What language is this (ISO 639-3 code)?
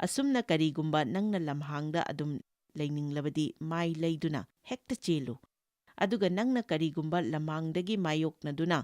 mni